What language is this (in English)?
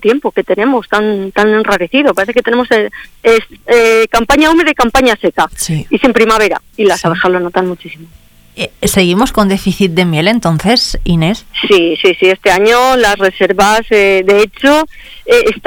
Spanish